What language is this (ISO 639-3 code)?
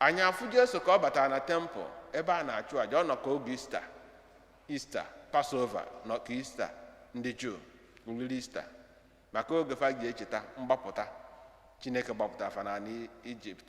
ibo